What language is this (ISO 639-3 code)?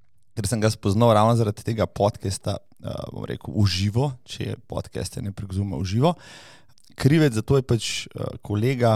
slv